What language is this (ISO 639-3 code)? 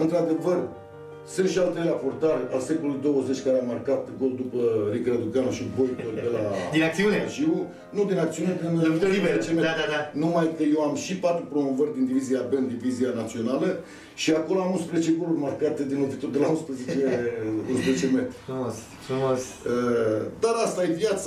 ron